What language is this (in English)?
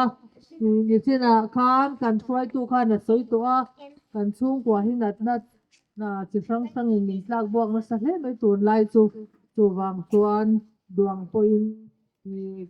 Mizo